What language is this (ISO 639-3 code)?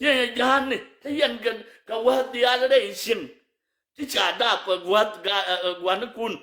nus